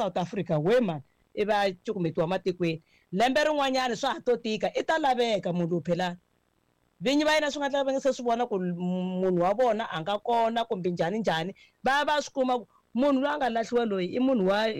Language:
Tsonga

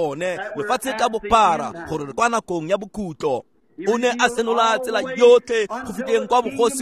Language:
Tswana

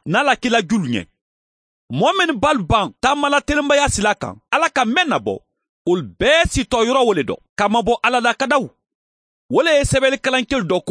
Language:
Mandingo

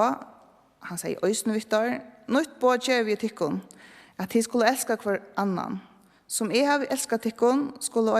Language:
Faroese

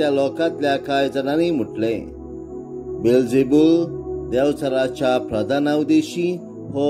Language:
Konkani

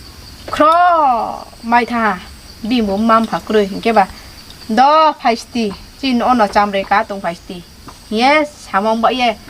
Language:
Riang (India)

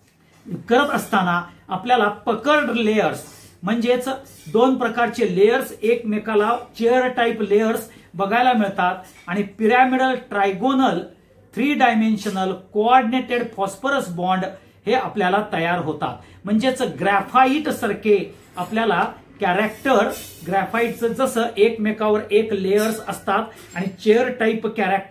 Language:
Marathi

